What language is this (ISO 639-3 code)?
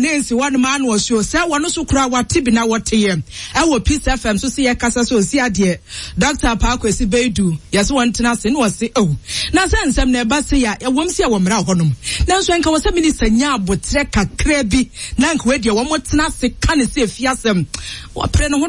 aka